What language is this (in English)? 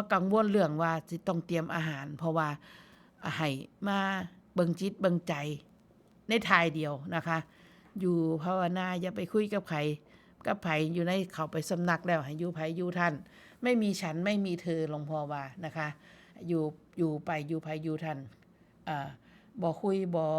Northeastern Thai